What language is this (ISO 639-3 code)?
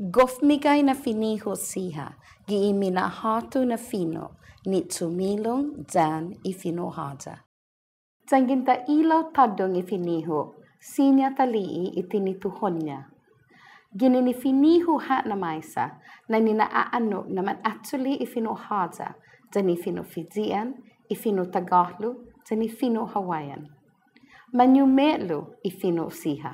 cha